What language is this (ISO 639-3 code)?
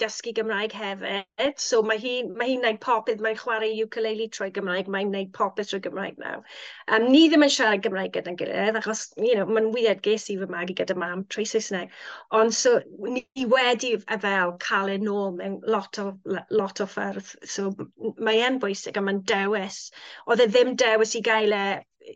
cym